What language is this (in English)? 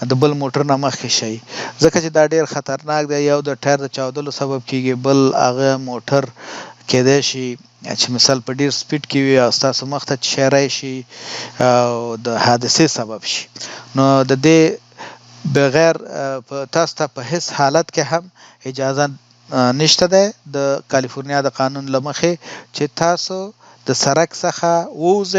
Pashto